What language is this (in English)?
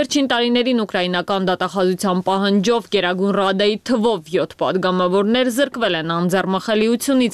Armenian